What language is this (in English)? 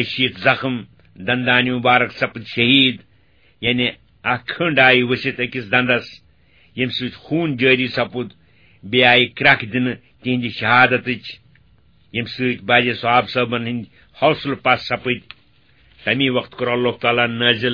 Kashmiri